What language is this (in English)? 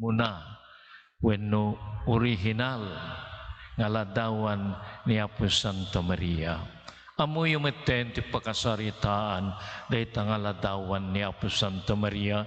Iloko